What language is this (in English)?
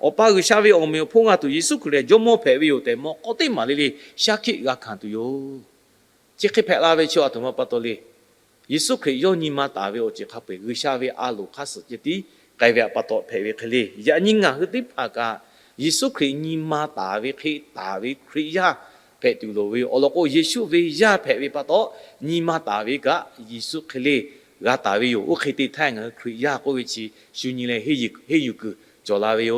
Lahu